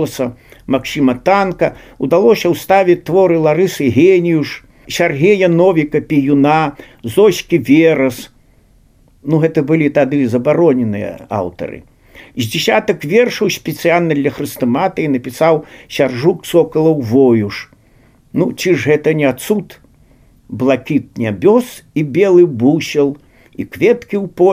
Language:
Belarusian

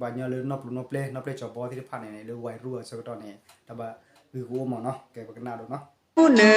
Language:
S'gaw Karen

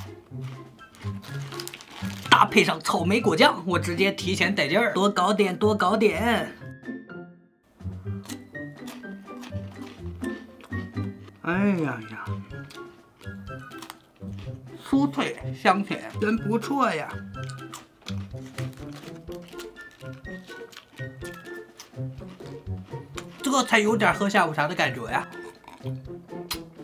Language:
Chinese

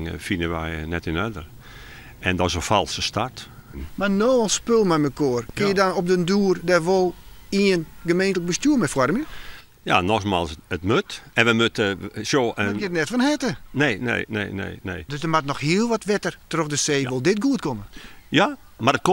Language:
Western Frisian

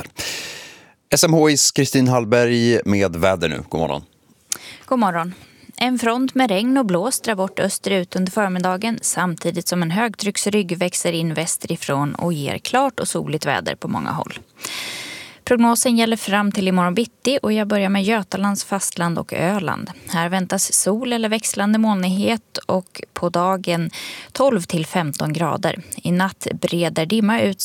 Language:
Swedish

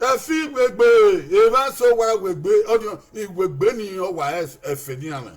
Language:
Bini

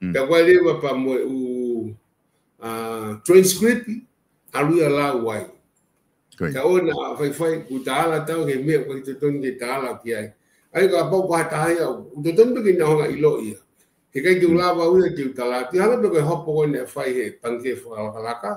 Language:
Tongan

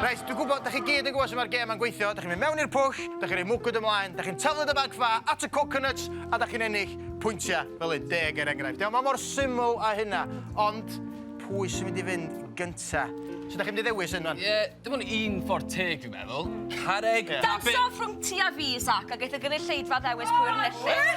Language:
Welsh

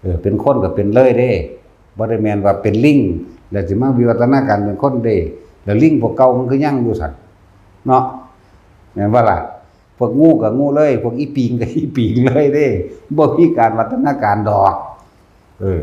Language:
Lao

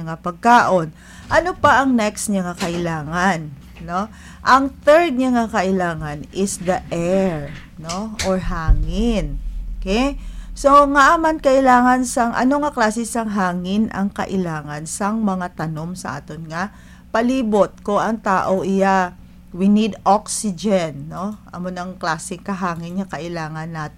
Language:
Hiligaynon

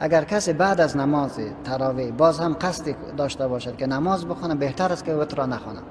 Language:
Persian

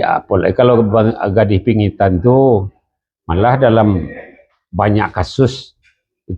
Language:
Minangkabau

